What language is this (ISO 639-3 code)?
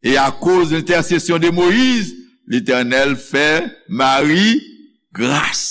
hat